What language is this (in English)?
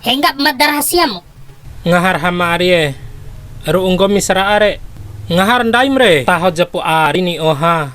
Bima